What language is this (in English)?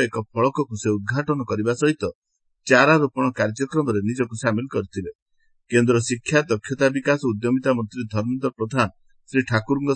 Odia